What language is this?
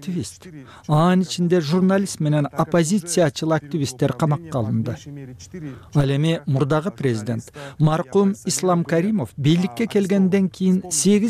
Kyrgyz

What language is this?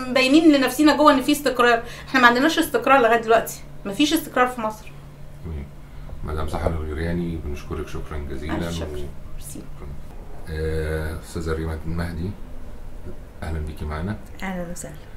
Egyptian Arabic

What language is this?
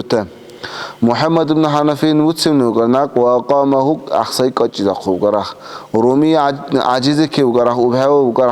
Dargwa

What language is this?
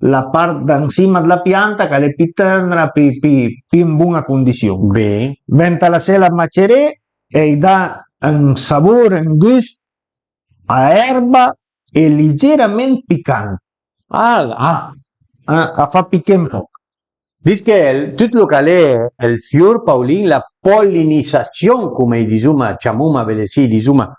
Piedmontese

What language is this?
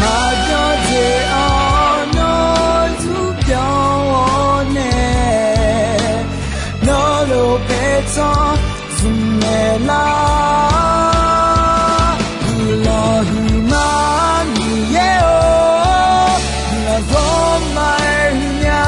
Akha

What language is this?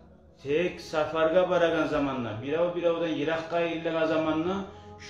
Kumyk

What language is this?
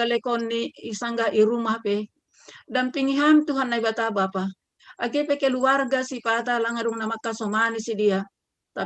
Batak Simalungun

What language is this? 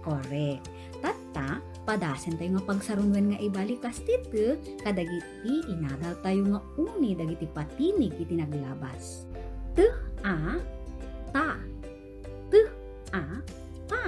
Iloko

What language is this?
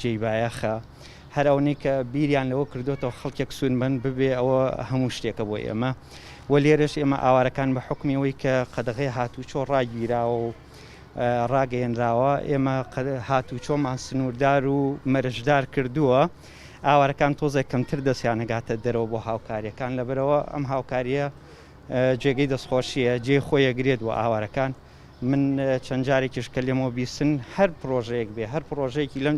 Central Kurdish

